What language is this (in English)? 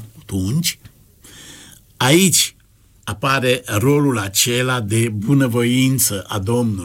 Romanian